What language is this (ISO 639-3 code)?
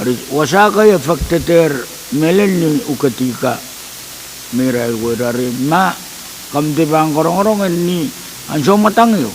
pon